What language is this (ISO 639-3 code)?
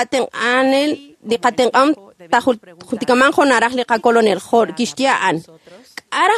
kek